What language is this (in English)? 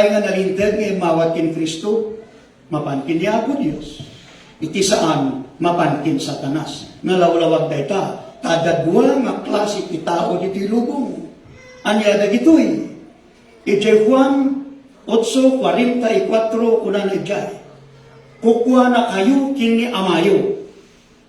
Iloko